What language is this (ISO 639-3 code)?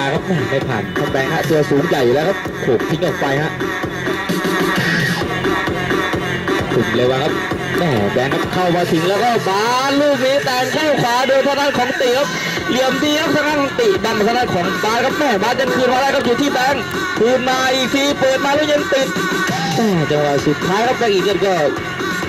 tha